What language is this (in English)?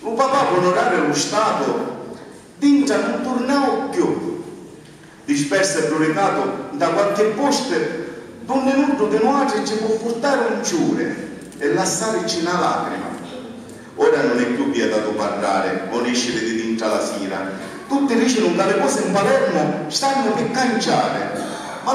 Sicilian